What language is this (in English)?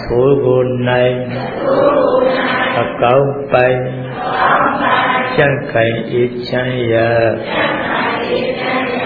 Burmese